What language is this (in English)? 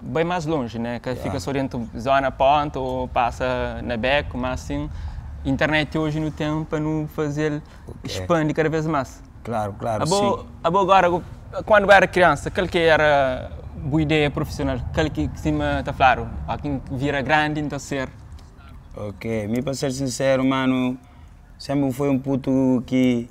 Kabuverdianu